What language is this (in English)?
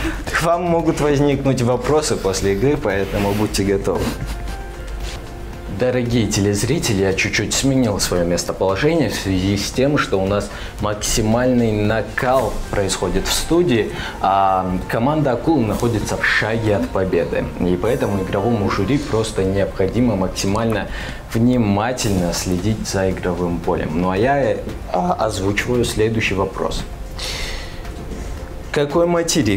Russian